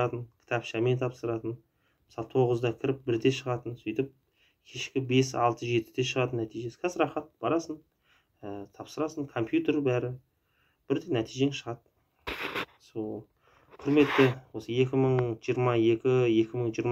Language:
Kazakh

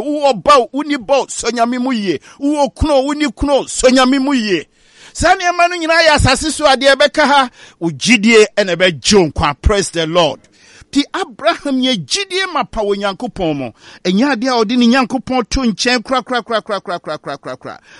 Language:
Akan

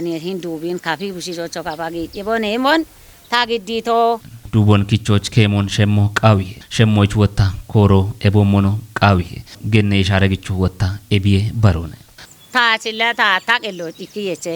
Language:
Kafa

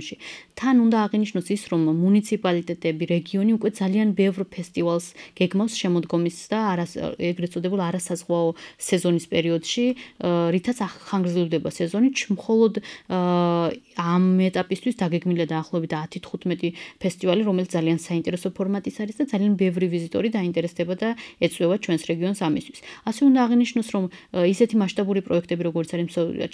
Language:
Georgian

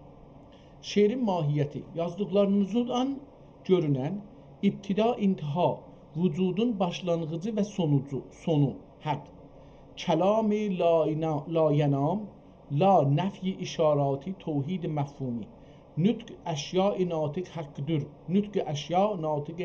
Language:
South Azerbaijani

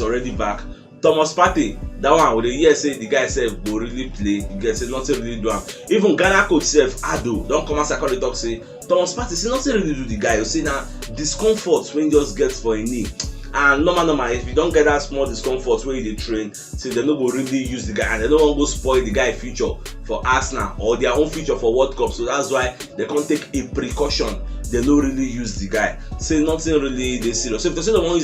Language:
Nigerian Pidgin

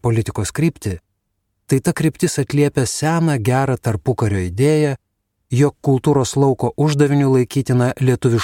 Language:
Lithuanian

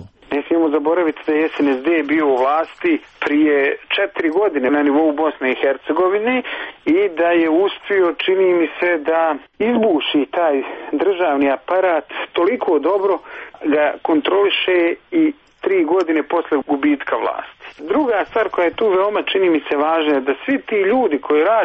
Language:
Serbian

